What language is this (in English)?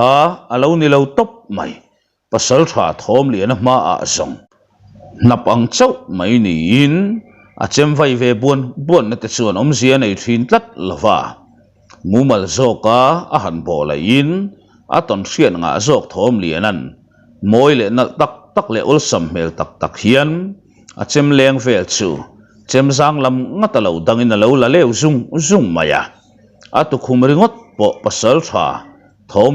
Mizo